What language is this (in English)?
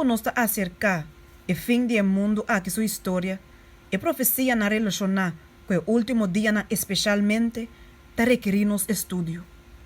Papiamento